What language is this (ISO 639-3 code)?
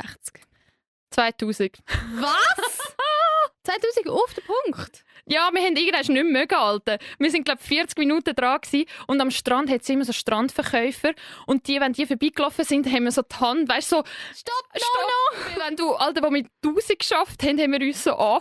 gsw